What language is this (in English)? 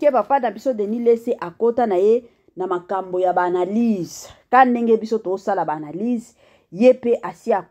Lingala